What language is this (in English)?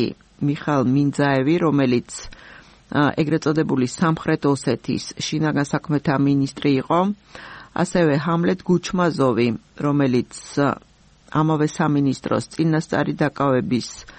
Georgian